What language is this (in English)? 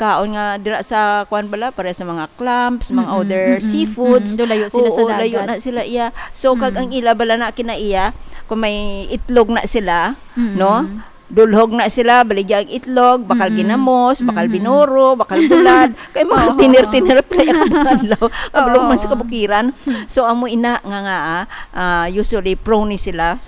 Hiligaynon